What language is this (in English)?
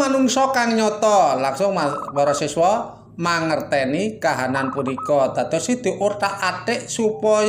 Javanese